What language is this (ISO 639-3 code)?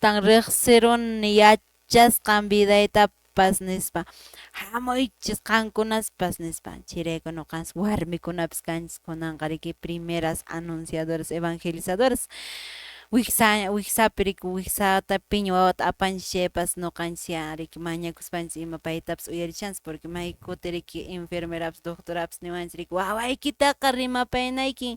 que